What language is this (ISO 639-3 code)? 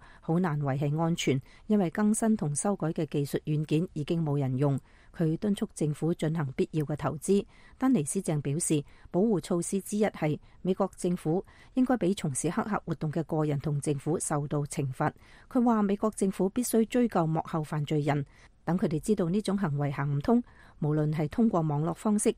yue